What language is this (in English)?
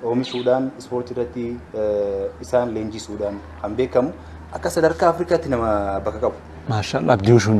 Oromo